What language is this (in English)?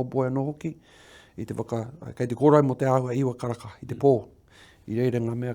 Māori